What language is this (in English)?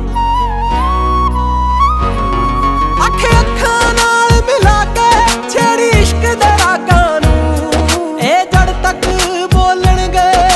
Punjabi